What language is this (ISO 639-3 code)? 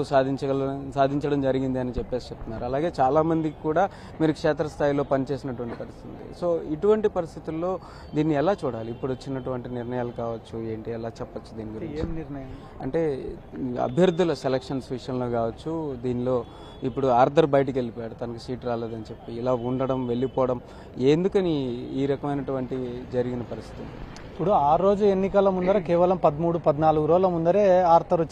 tel